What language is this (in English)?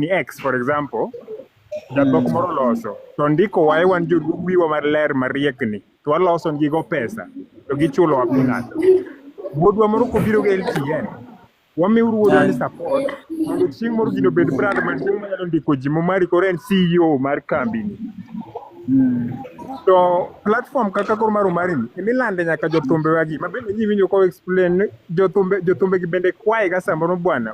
Luo (Kenya and Tanzania)